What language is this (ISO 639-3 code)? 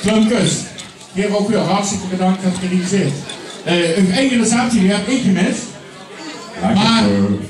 lim